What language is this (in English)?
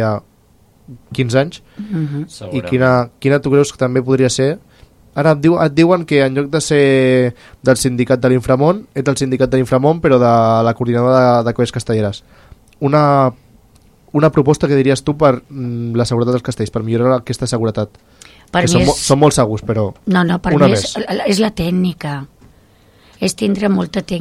Catalan